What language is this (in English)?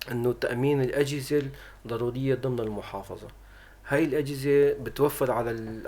North Levantine Arabic